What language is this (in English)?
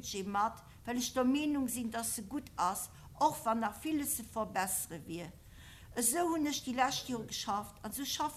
Luxembourgish